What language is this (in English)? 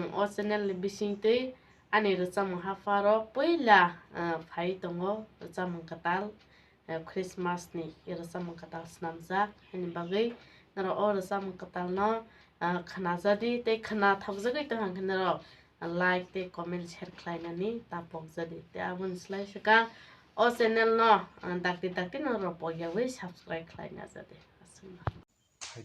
Kok Borok